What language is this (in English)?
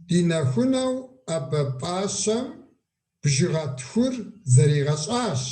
Kabardian